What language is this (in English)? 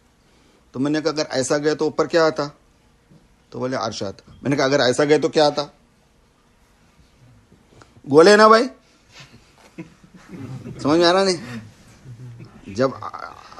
Urdu